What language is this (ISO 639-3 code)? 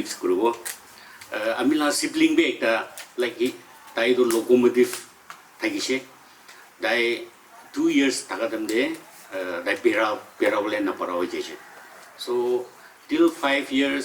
nag